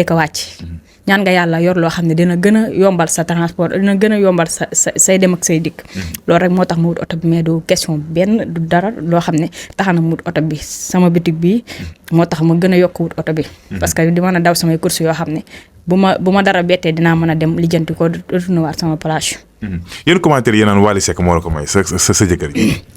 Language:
Wolof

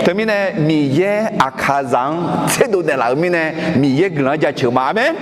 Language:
Akha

